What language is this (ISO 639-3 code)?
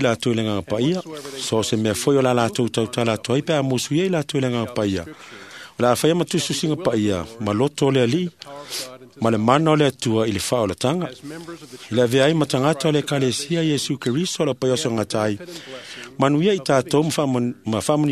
smo